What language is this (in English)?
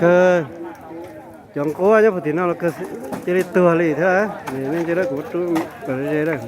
Hmong